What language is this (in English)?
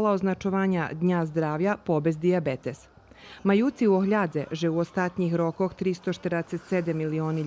Rusyn